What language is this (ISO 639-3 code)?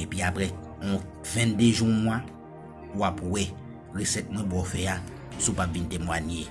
hat